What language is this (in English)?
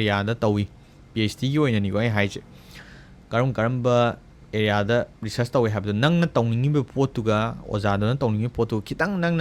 Manipuri